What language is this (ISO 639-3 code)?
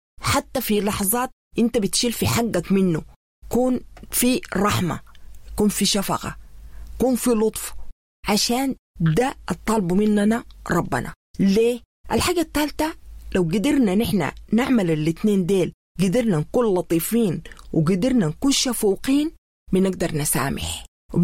apd